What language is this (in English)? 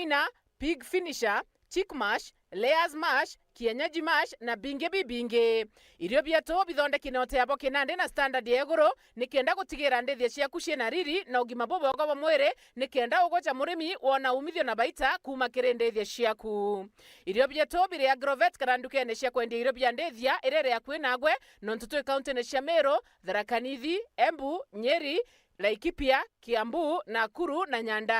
Meru